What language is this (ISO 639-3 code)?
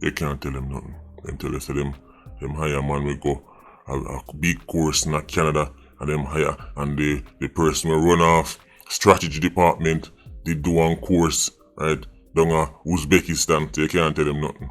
jam